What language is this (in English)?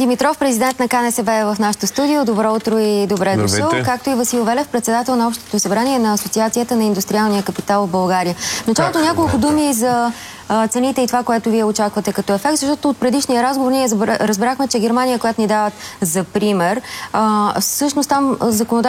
Bulgarian